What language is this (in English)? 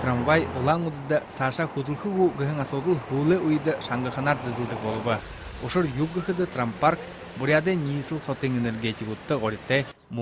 Buriat